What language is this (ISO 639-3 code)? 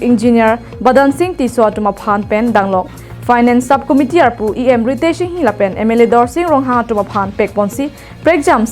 mjw